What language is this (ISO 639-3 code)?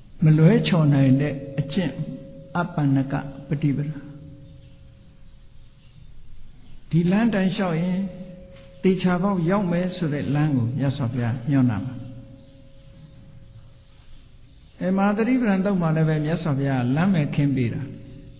mya